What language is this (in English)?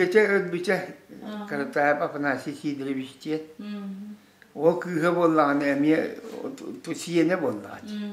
Yakut